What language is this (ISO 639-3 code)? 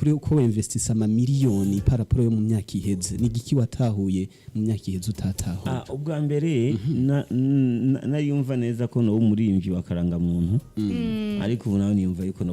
run